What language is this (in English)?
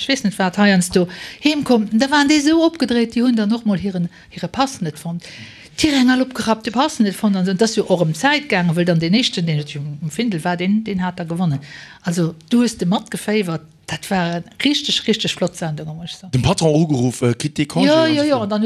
Luxembourgish